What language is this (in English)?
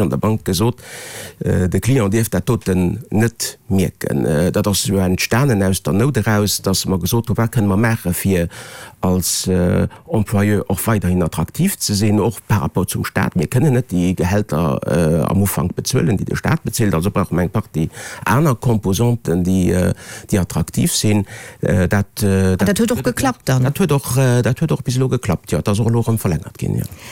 Luxembourgish